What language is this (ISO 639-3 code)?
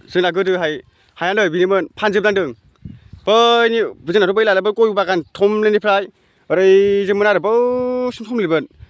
brx